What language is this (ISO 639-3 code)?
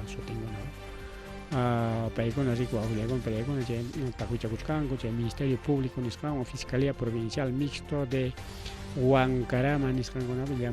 quy